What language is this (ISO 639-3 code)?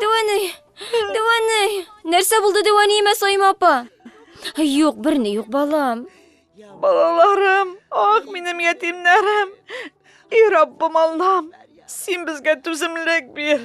tat